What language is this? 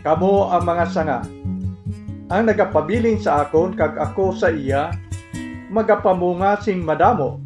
Hiligaynon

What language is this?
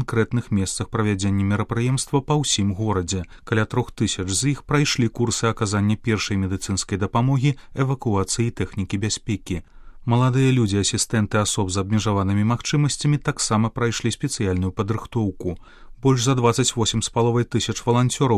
Belarusian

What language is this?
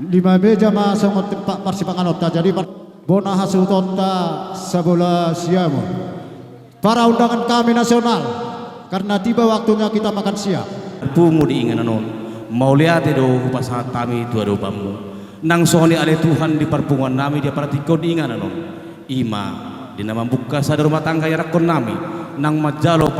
Batak Toba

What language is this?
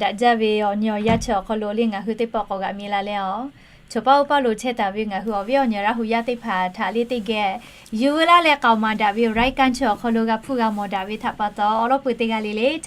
Lahu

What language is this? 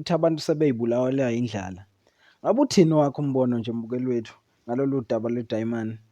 Zulu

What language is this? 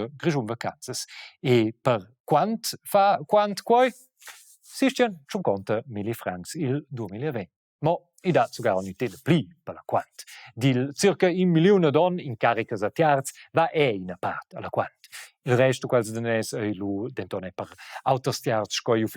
Romansh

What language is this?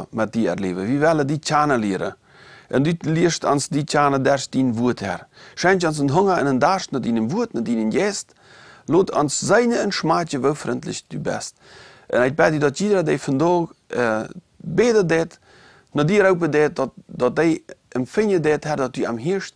Plautdietsch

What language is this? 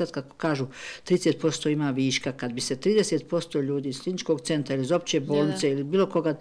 Bosnian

